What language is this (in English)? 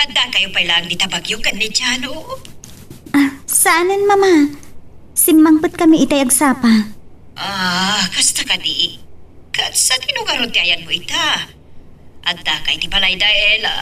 Iloko